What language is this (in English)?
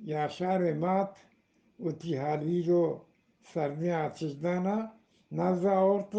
Eastern Balochi